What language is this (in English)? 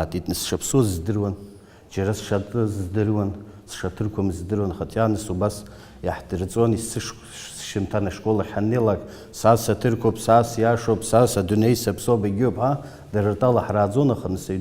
Abkhazian